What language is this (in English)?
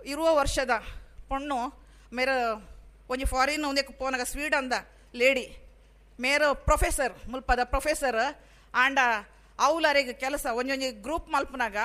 Tulu